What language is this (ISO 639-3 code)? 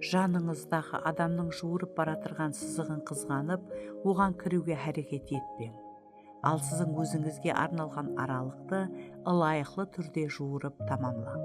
kaa